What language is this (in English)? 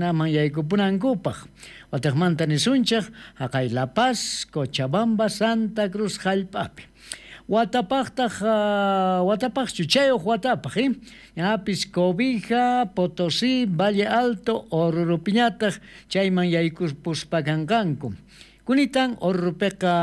South Bolivian Quechua